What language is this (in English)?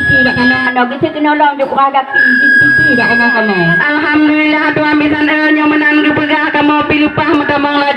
Achinese